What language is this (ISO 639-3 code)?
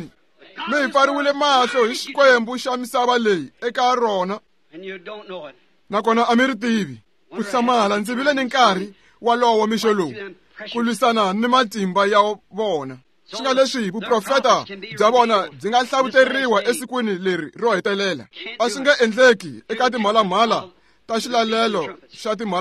tso